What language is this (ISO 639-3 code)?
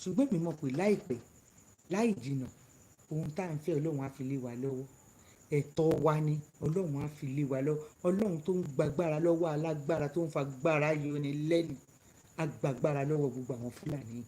yor